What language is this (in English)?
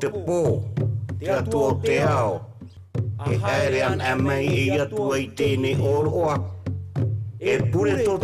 Tahitian